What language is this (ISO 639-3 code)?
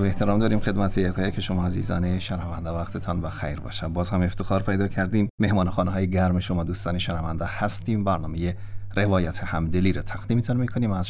fas